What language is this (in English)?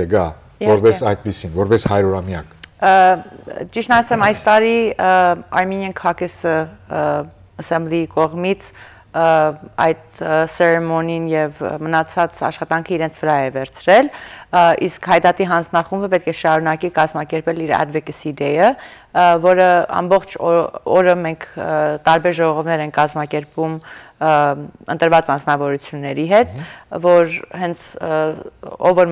Western Armenian